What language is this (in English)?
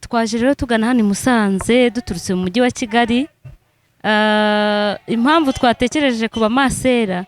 Kinyarwanda